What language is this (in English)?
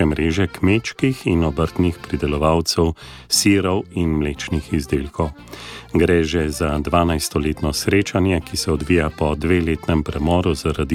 Slovenian